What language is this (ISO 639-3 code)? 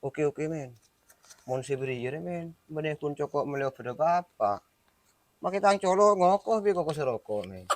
mad